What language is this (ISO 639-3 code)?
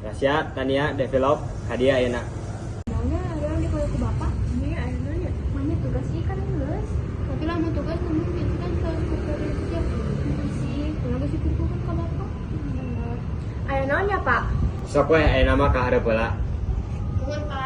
sun